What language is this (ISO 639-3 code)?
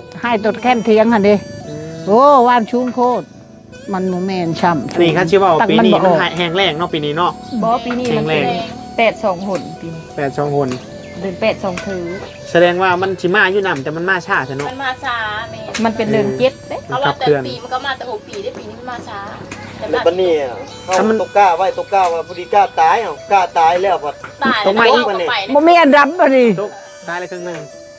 tts